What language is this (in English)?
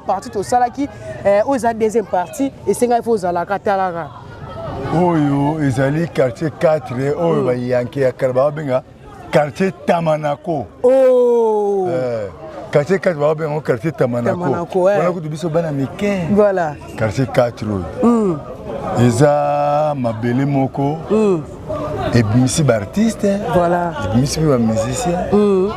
Lingala